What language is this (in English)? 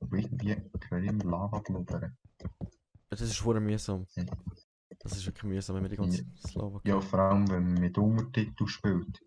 Swiss German